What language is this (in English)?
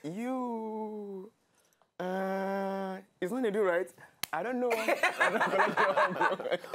Nigerian Pidgin